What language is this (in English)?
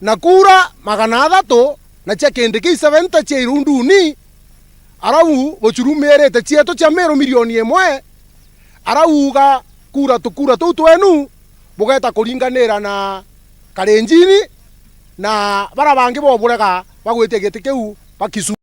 Meru